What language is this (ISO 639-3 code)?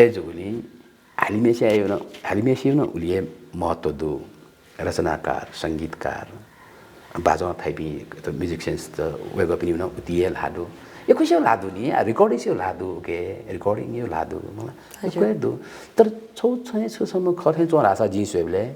new